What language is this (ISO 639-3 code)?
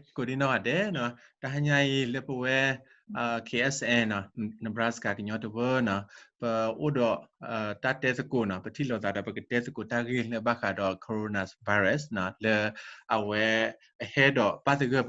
ksw